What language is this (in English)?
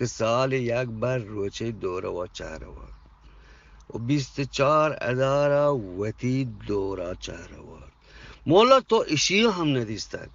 Eastern Balochi